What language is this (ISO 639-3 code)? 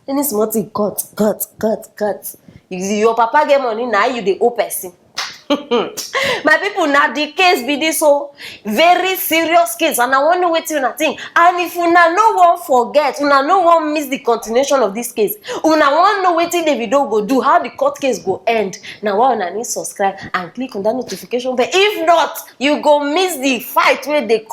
pcm